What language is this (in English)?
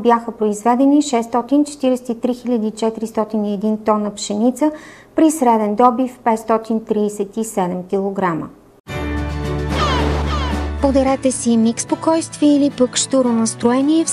Bulgarian